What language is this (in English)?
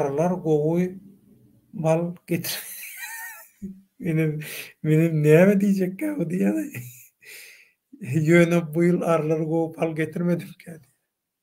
Turkmen